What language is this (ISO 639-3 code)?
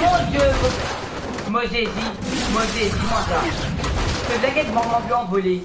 mfe